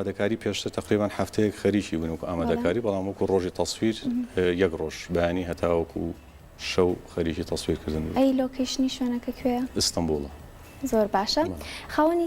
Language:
Central Kurdish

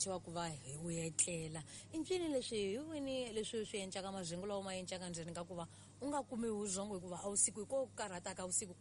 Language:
Tsonga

